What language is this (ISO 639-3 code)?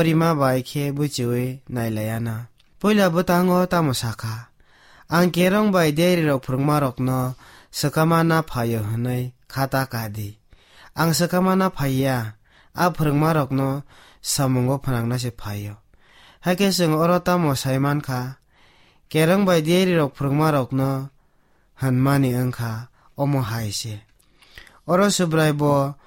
trp